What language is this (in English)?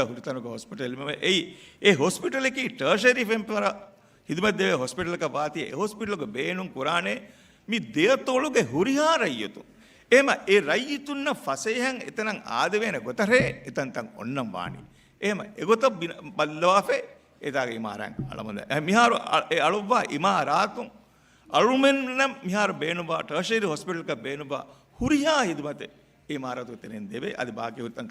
Divehi